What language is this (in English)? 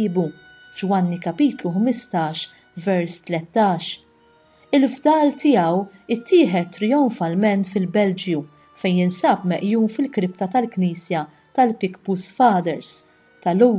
Maltese